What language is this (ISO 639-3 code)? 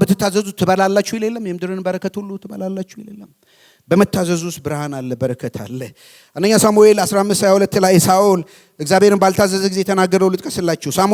amh